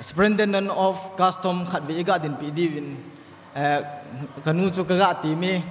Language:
Thado Chin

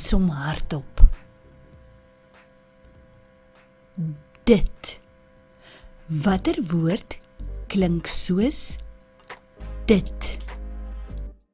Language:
Afrikaans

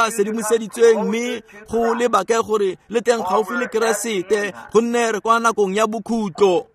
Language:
Tswana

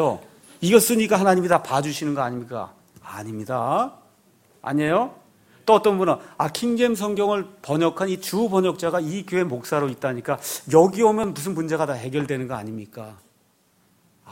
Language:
Korean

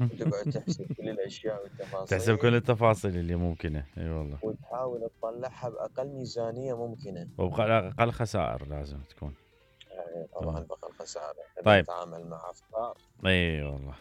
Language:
Mesopotamian Arabic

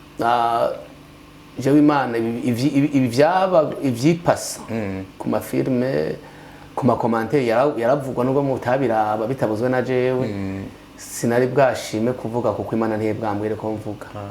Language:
Rundi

